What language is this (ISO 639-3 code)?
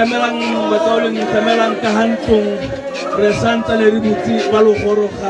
tsn